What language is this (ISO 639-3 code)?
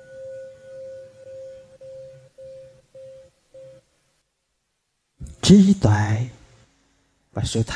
vie